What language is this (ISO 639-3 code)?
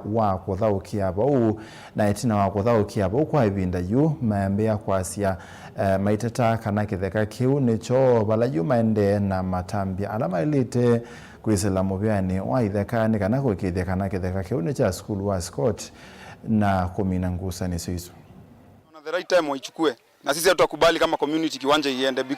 kam